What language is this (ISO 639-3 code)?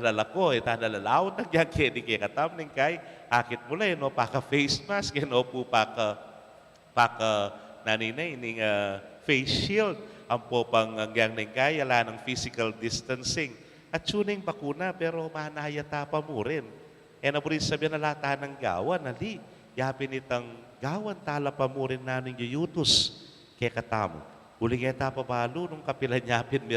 pam